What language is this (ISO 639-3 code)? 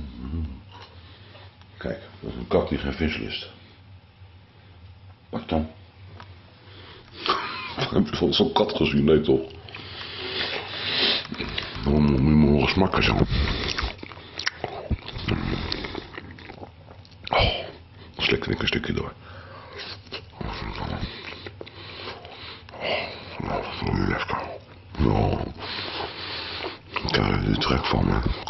nld